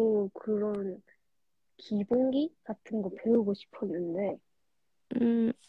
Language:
Korean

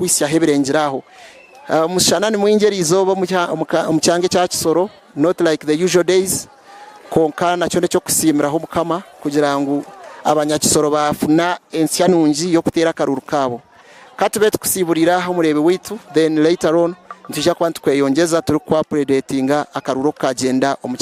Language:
Nyankole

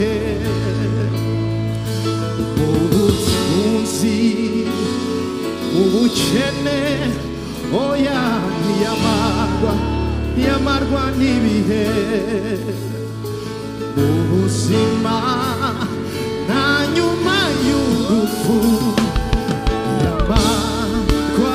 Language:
Kinyarwanda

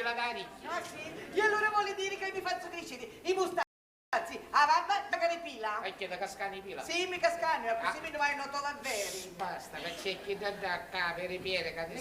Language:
Sicilian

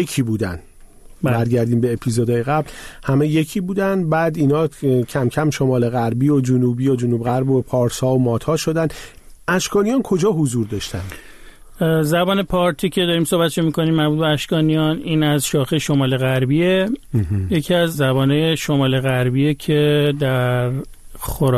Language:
Persian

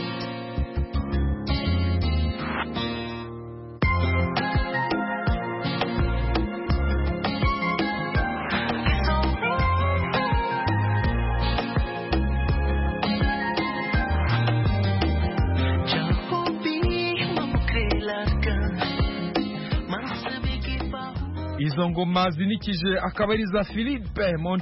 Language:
Kinyarwanda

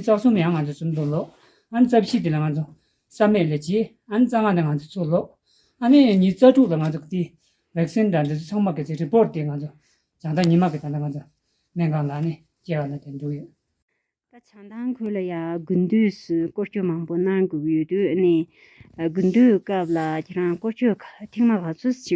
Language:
Tibetan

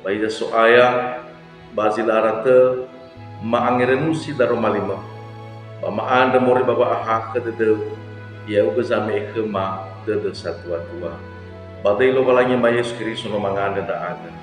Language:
Nias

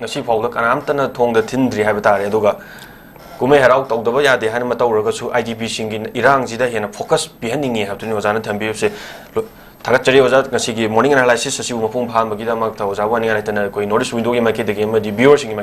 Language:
Manipuri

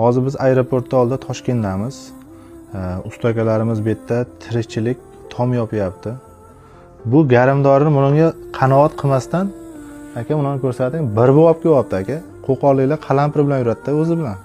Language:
Uzbek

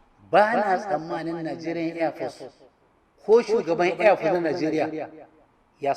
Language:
Hausa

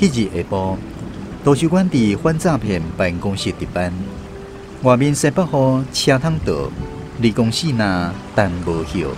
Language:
Min Nan Chinese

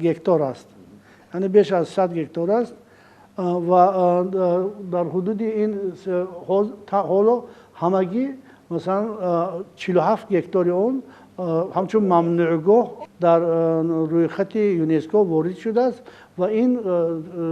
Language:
Tajik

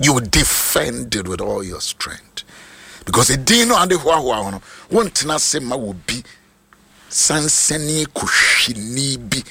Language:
Akan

